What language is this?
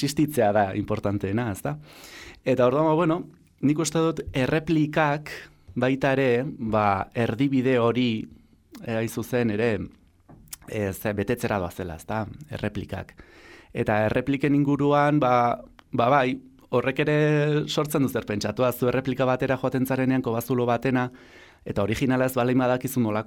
Basque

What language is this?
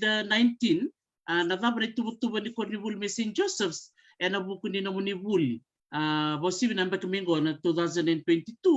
Fijian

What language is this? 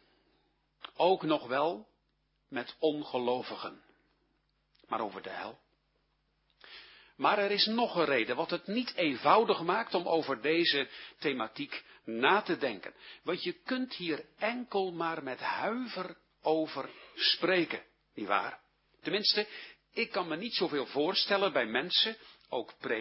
Dutch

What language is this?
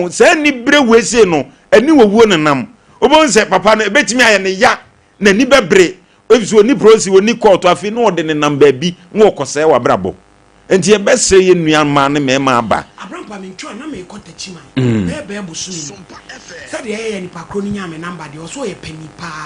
Akan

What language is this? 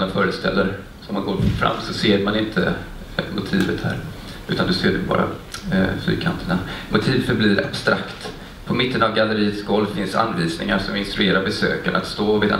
Swedish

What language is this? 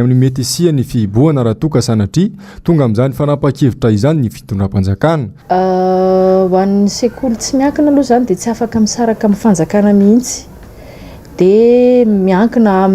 Malagasy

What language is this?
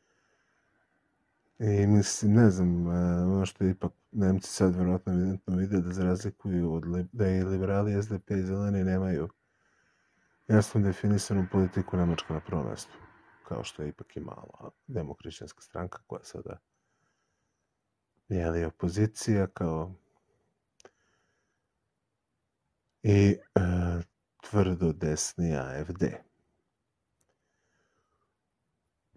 Serbian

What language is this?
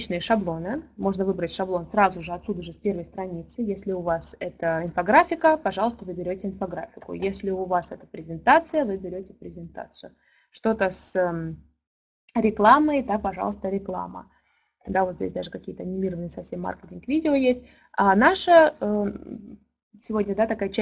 Russian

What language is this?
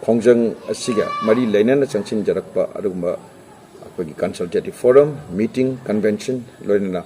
Manipuri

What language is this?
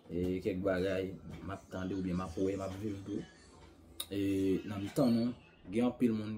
Haitian Creole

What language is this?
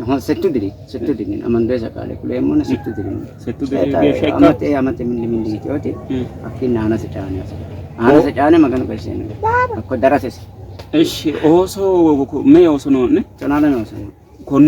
Sidamo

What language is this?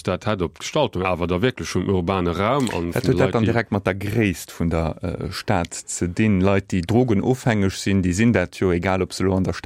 Luxembourgish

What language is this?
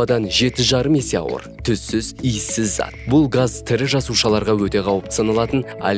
Kazakh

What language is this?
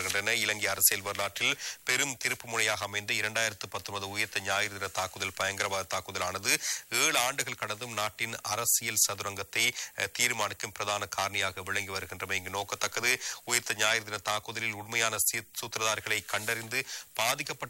Tamil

